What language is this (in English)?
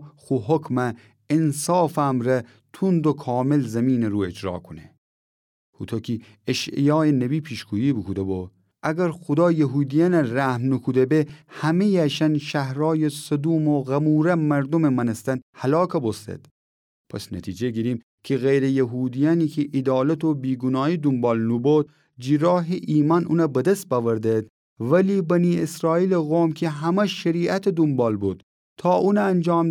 Gilaki